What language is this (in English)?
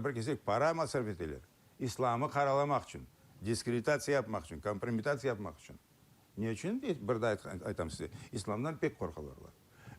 Crimean Tatar